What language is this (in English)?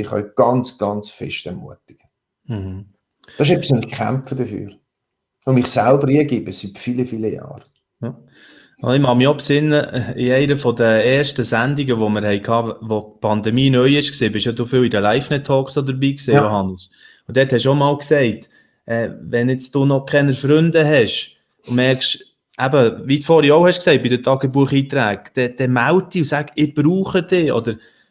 Swiss German